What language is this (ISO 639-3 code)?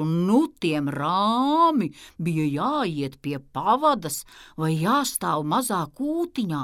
lav